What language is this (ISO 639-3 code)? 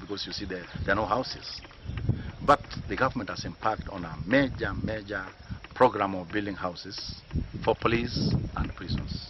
kam